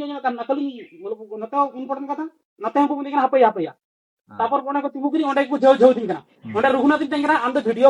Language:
Santali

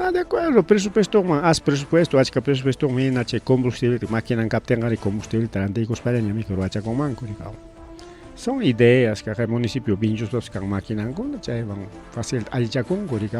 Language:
Ayacucho Quechua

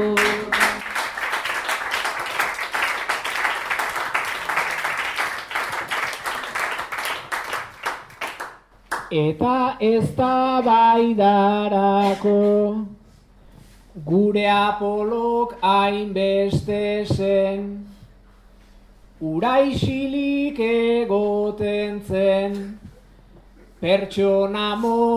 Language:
Basque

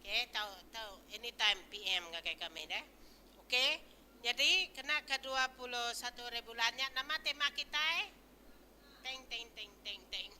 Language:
Iban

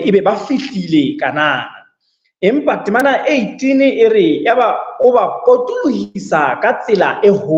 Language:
Southern Sotho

